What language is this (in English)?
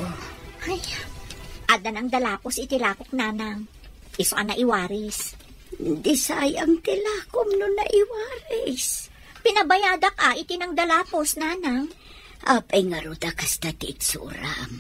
Iloko